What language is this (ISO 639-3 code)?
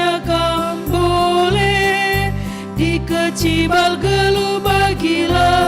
btx